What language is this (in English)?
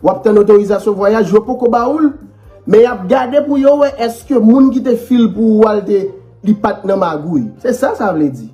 Haitian Creole